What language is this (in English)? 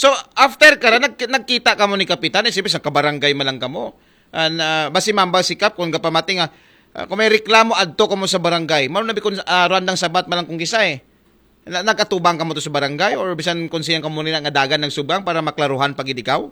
Aklanon